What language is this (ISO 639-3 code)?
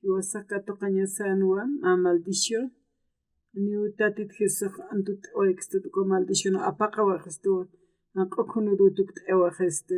aym